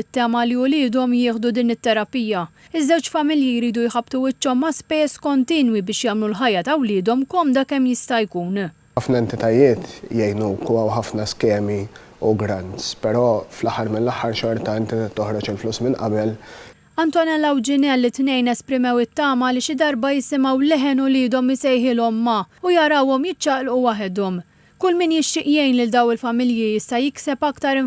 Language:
Maltese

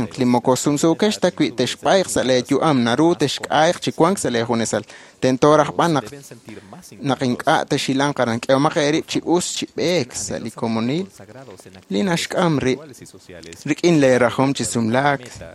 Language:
Kekchí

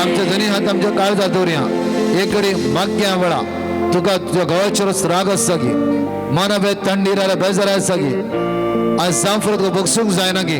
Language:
Konkani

